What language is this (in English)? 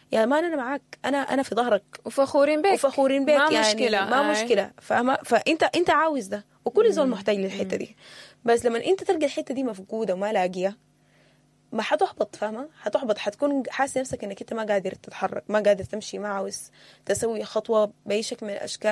Sudanese Arabic